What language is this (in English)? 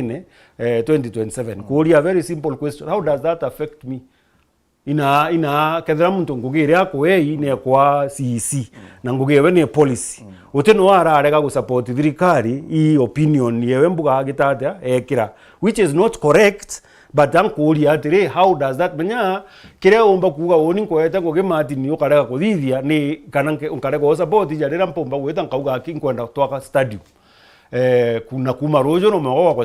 Meru